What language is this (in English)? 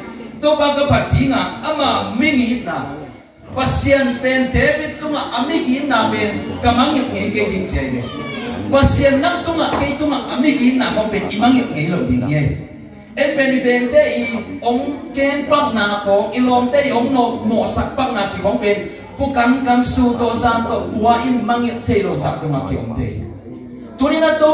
Tedim Chin